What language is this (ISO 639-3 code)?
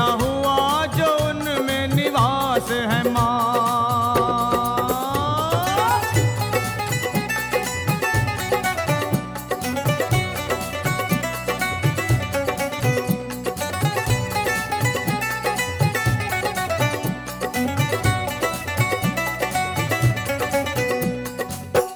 hin